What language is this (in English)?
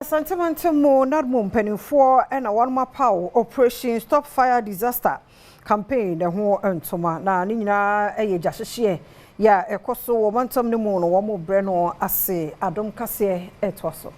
Akan